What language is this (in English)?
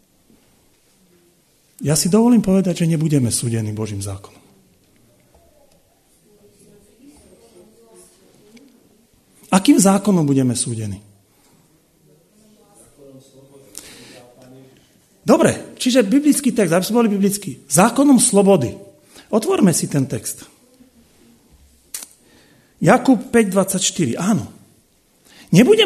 Slovak